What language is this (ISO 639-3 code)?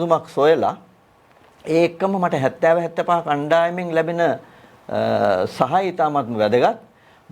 sin